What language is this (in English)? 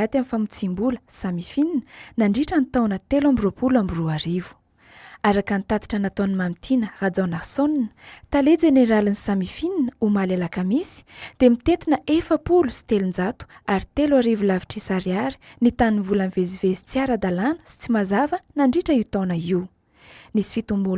Malagasy